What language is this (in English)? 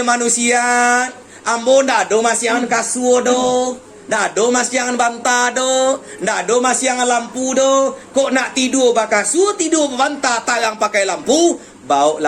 Minangkabau